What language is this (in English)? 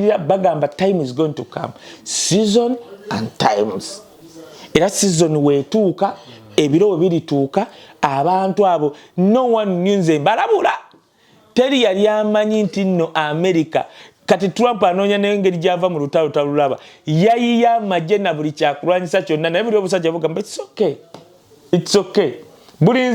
Ganda